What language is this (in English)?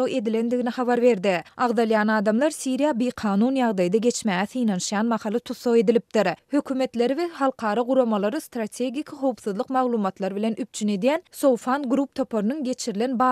Turkmen